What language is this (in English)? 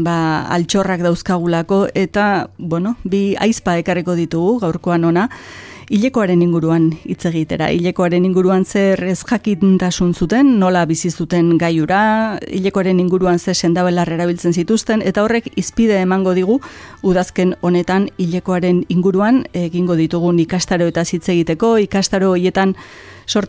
Basque